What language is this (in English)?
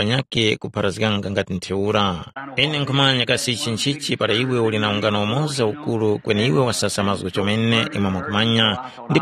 Tumbuka